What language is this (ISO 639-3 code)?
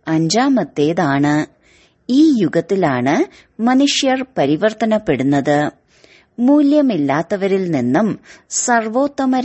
mal